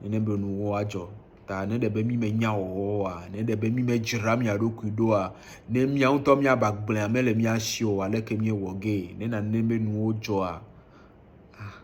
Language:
Ewe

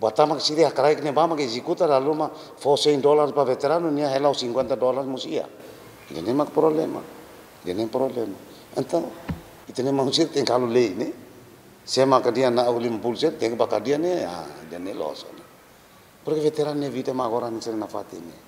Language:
Tetum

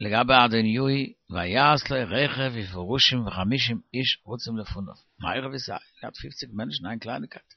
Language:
Yiddish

